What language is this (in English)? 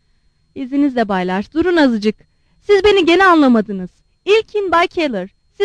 Turkish